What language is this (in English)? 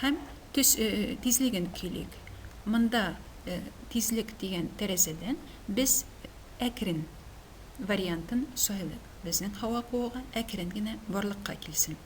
Tatar